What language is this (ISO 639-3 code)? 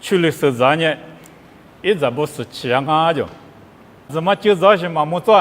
lis